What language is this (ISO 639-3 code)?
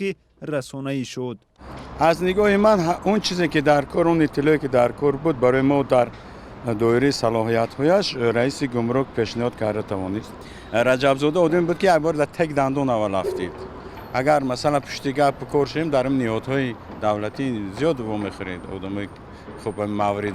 tgk